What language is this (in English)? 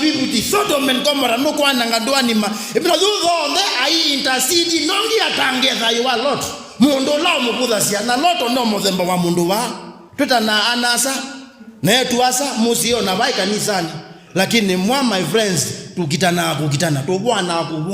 Kamba